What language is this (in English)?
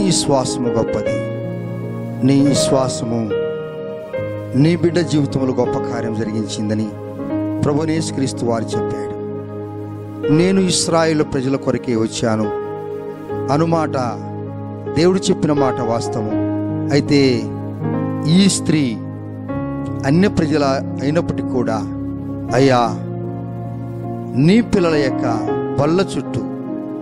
Telugu